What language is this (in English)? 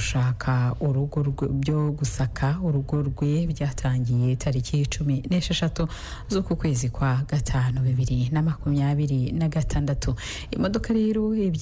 Kinyarwanda